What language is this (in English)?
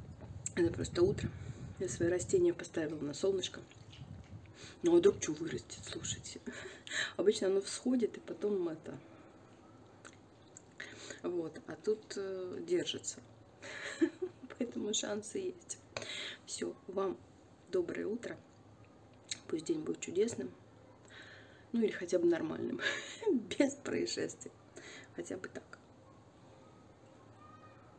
Russian